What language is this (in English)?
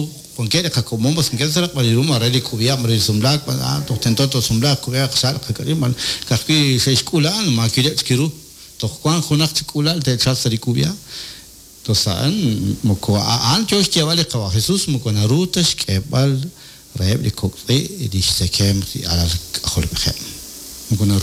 Kekchí